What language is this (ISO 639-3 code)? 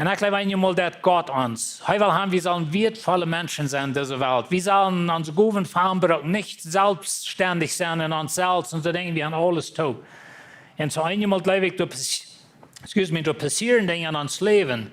pdt